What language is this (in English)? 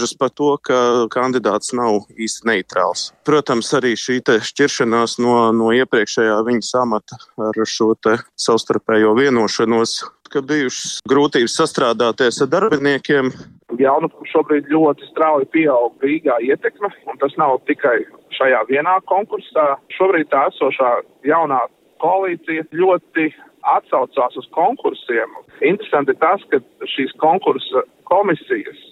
Latvian